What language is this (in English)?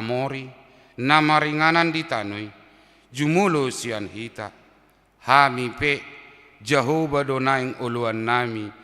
Batak Toba